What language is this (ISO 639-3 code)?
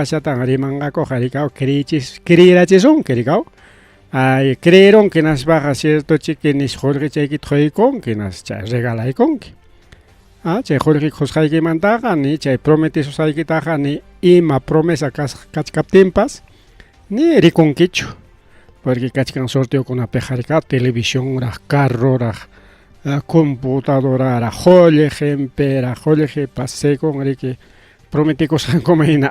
quy